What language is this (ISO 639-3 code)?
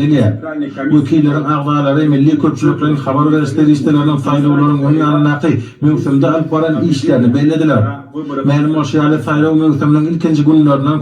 tuk